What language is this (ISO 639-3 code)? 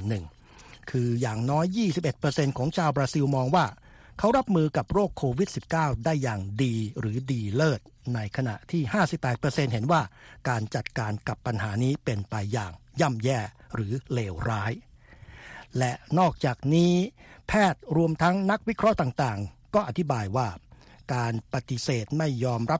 tha